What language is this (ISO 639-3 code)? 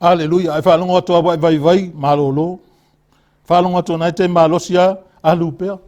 smo